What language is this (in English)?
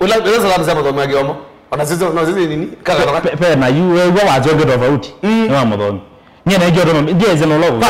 Kamba